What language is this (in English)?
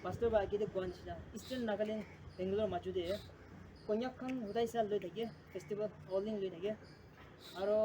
Naga Pidgin